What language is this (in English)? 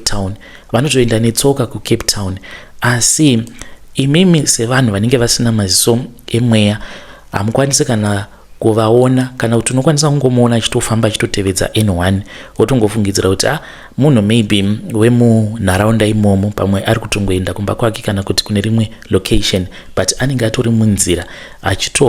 Shona